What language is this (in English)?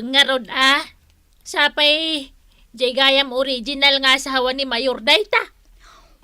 Iloko